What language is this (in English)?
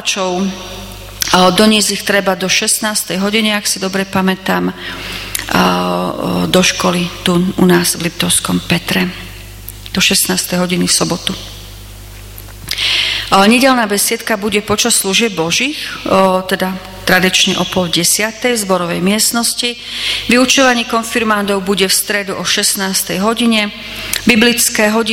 Slovak